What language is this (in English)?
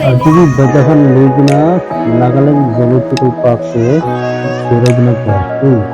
Naga Pidgin